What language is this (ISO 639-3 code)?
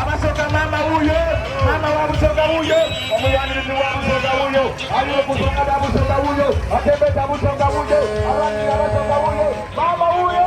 xog